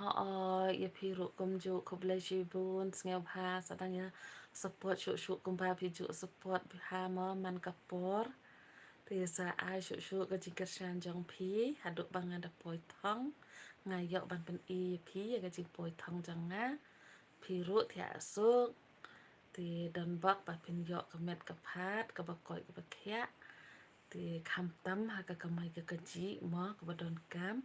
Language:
Khasi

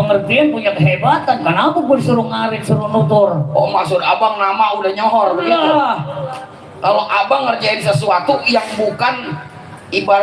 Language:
Betawi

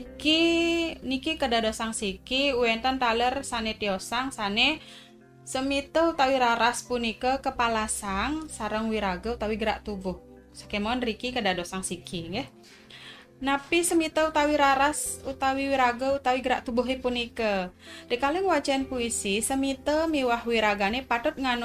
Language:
Balinese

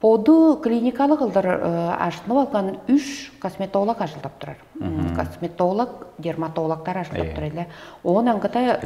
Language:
Tuvinian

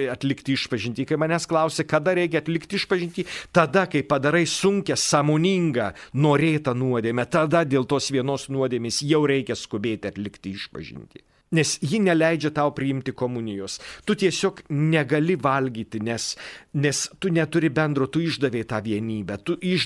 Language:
Lithuanian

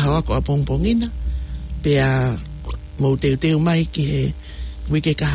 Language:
Tongan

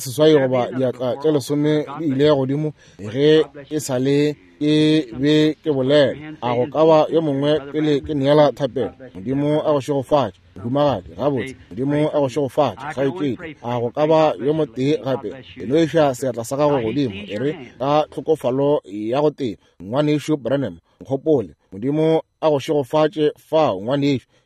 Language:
Northern Sotho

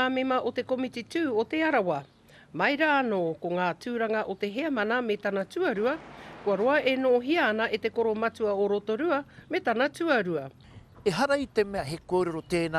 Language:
Māori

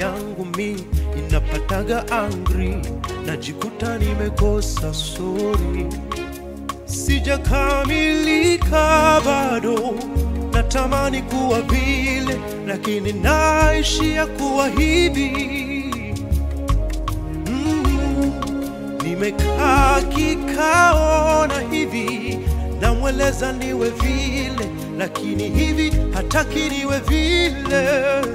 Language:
Swahili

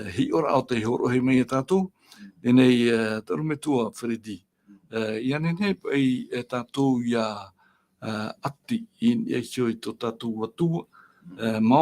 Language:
Tahitian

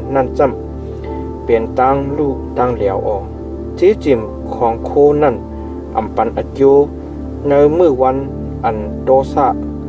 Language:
Shan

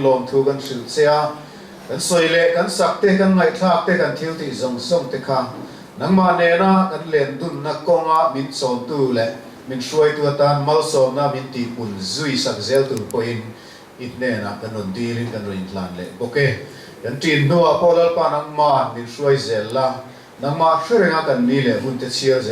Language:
Mizo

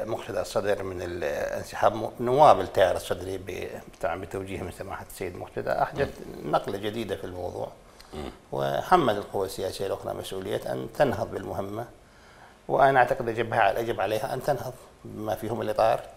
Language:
Mesopotamian Arabic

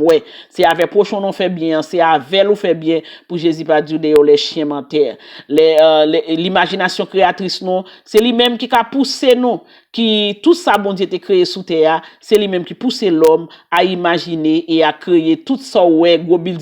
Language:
Haitian Creole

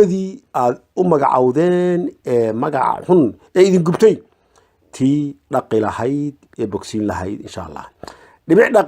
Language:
Somali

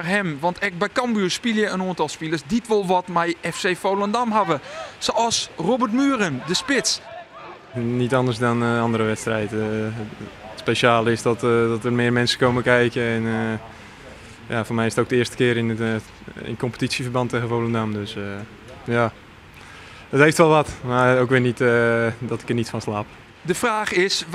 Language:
Western Frisian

